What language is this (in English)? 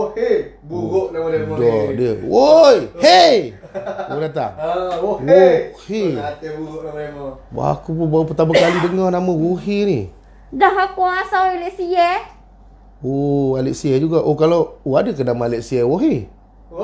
Malay